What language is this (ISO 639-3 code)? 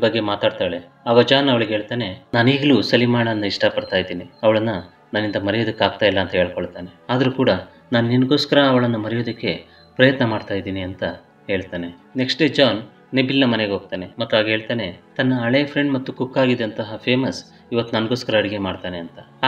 kan